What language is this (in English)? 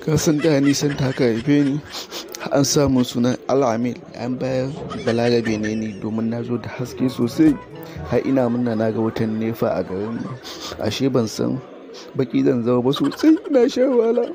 Hausa